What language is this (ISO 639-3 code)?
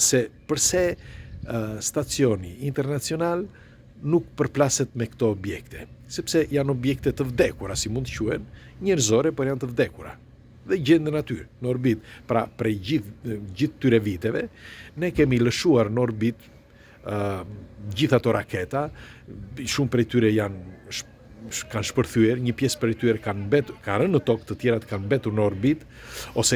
sqi